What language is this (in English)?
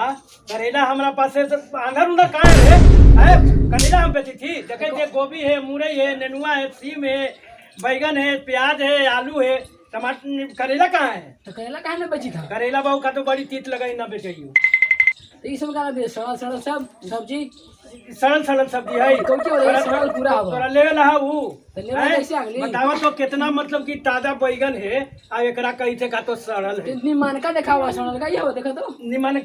Magahi